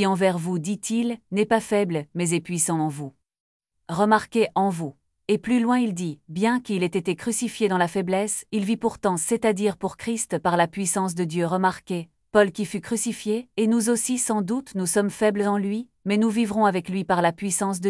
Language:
French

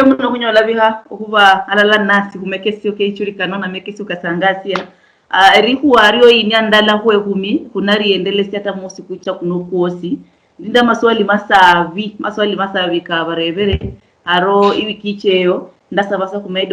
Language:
Luyia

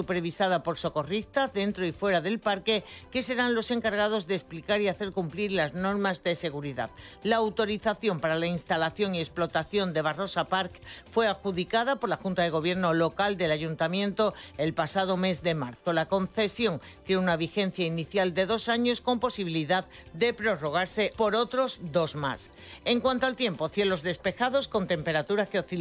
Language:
Spanish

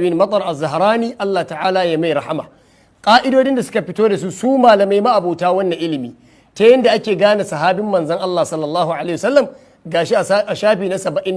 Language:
Hausa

